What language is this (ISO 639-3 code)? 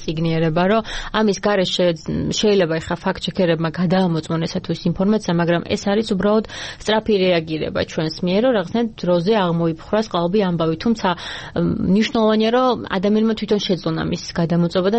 kat